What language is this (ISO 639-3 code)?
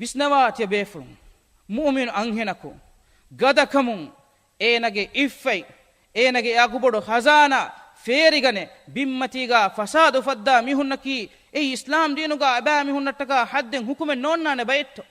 div